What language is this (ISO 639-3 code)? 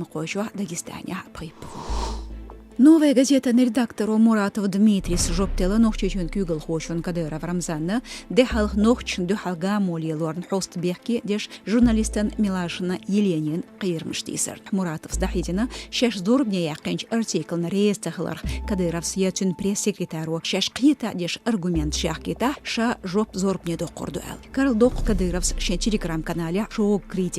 che